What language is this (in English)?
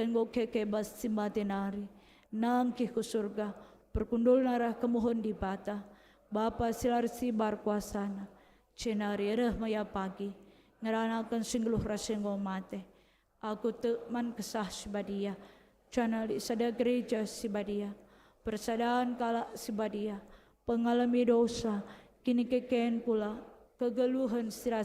Batak Karo